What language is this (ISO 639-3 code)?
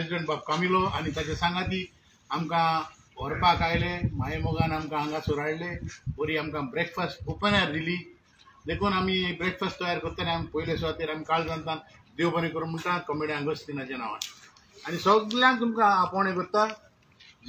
kok